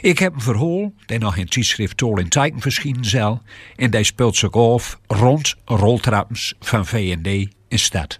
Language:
Gronings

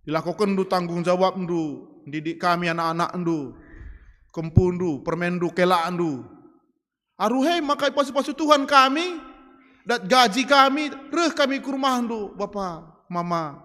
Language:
Batak Karo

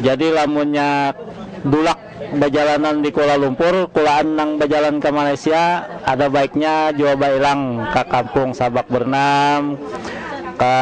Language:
Banjar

